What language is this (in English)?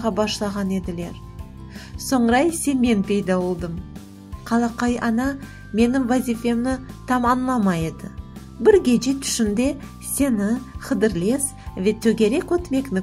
Crimean Tatar